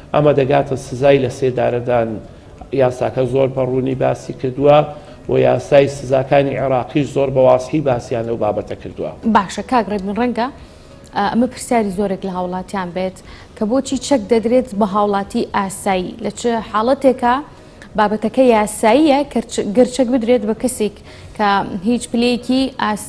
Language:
Central Kurdish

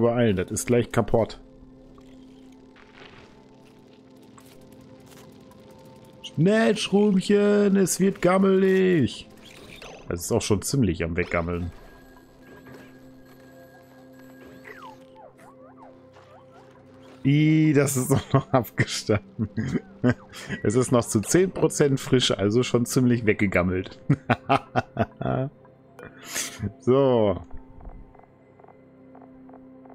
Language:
German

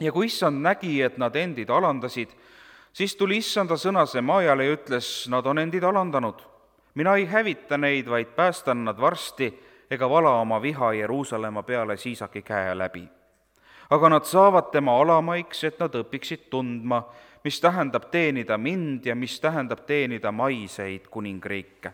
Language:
Estonian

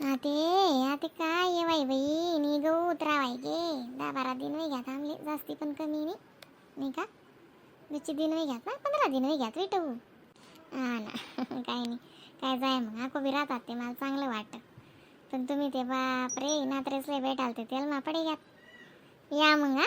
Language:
Khandesi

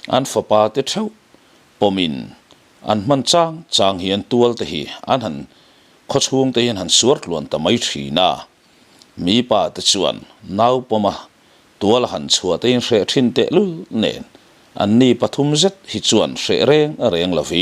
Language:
Mizo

